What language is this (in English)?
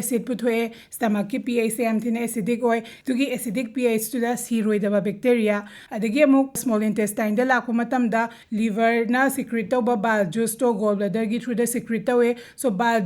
Manipuri